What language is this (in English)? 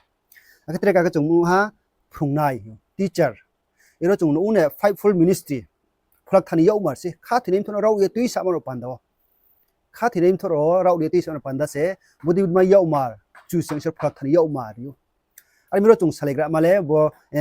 Riang (India)